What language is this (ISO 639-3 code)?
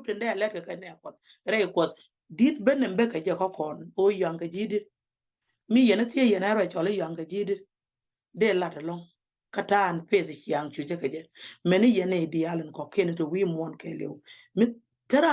nus